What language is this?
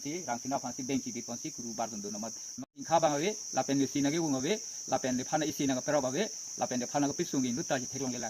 Karbi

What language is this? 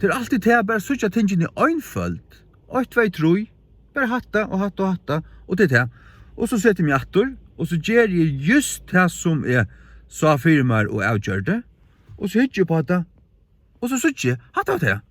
Faroese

